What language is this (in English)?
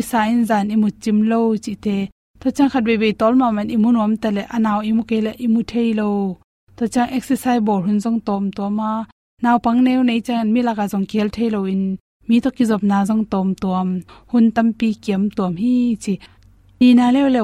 Tedim Chin